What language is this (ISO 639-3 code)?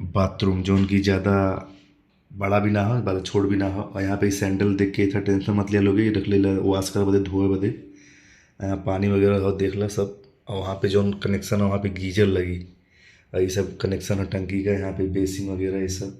bho